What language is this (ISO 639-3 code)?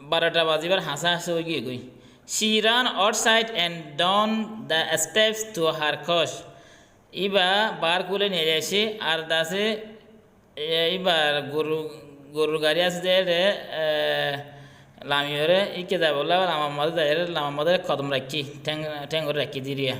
rhg